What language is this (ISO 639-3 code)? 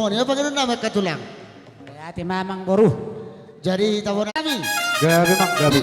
bbc